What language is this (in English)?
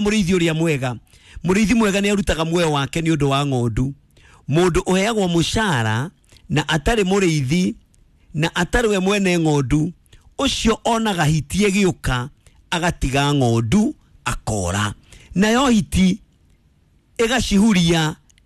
Kikuyu